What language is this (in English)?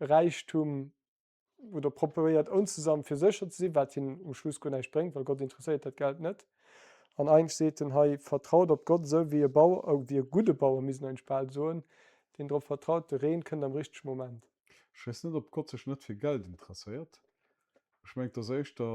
Luxembourgish